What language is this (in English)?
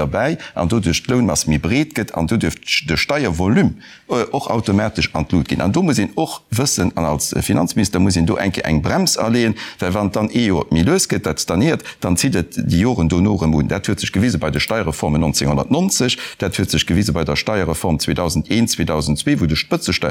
Luxembourgish